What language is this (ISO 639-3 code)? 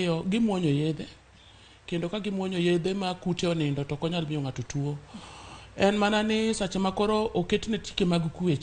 luo